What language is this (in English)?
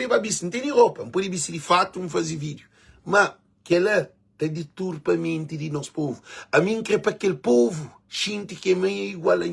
Kabuverdianu